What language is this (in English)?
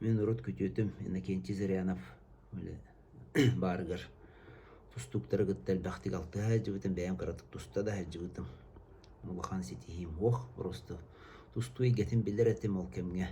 Yakut